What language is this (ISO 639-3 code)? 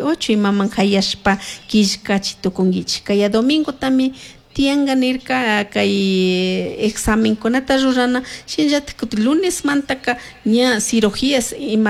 qug